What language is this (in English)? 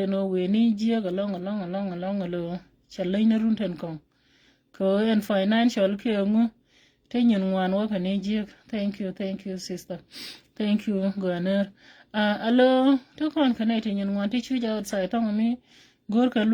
Nuer